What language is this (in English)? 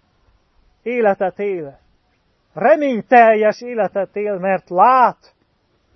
Hungarian